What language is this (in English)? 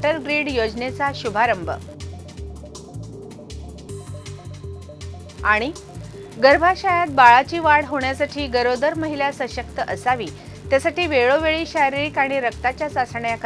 Marathi